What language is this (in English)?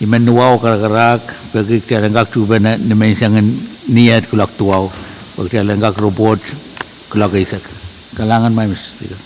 Pohnpeian